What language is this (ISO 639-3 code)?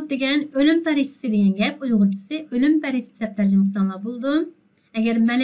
uig